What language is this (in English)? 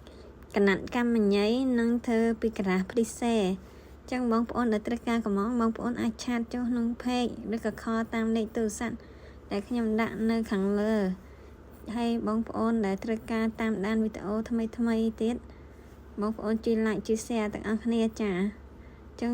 Khmer